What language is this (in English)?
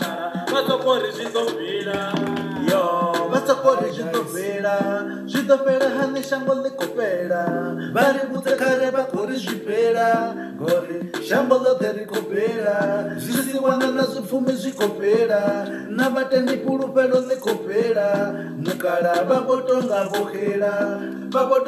Venda